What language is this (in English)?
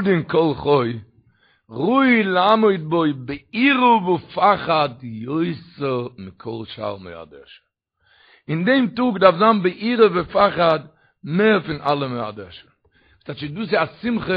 Yiddish